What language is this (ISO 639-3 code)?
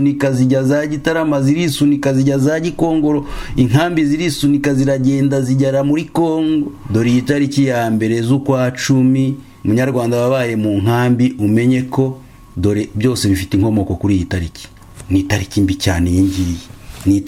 kin